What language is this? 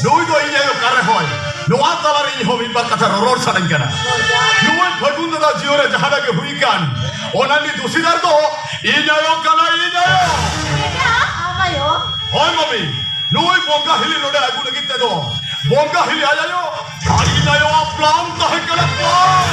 Santali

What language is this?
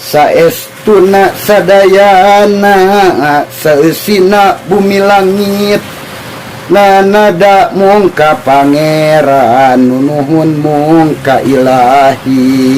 Sundanese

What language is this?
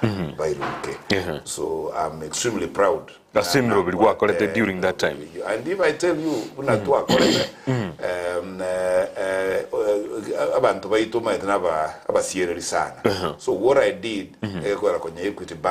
Gusii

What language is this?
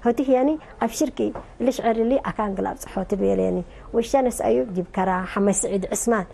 Tigre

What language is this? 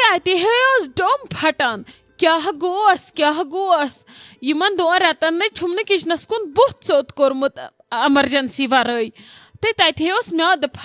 Kashmiri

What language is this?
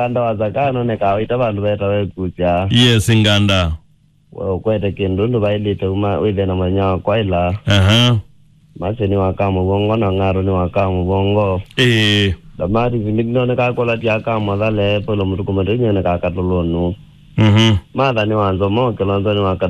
Kamba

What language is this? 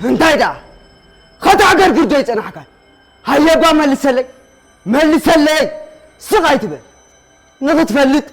Tigrinya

